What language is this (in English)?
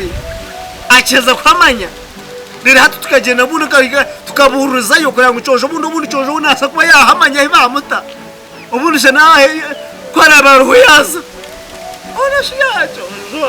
Nyankole